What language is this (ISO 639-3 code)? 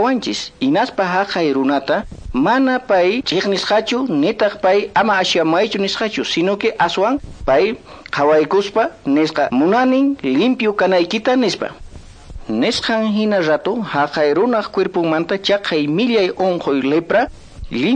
que